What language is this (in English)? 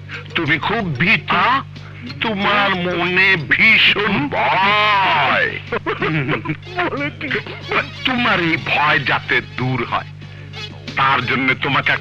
Bangla